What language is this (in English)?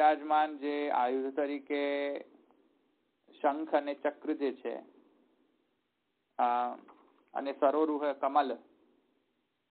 Gujarati